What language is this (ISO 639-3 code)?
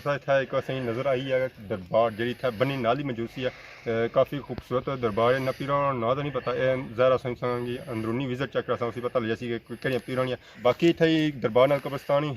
phr